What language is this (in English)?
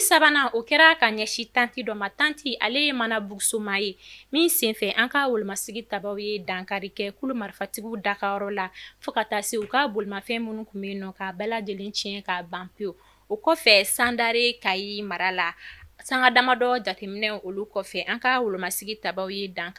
Bambara